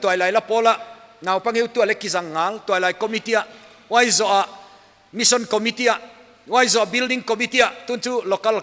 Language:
Paite Chin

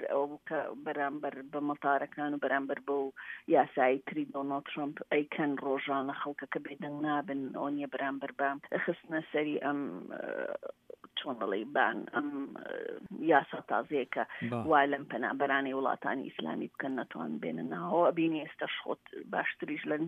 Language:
Central Kurdish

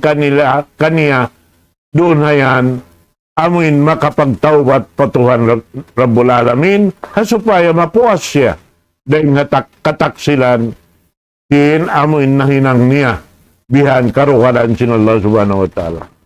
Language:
Tausug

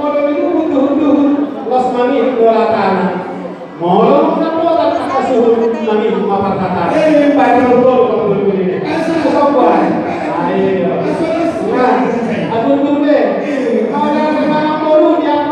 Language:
Batak Toba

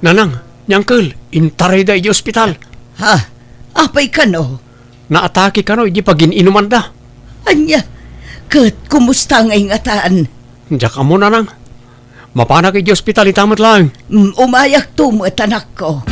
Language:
Iloko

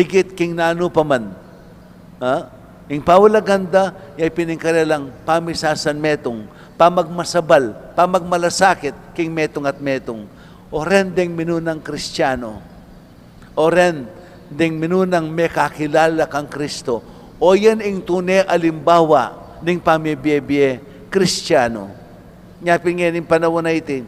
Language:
Pampanga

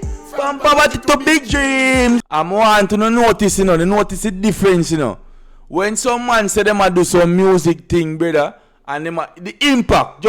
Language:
Jamaican Creole English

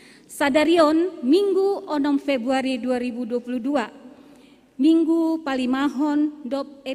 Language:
Batak Simalungun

